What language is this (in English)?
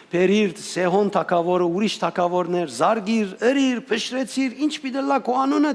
Western Armenian